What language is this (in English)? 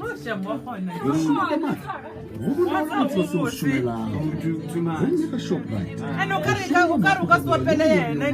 Northern Sotho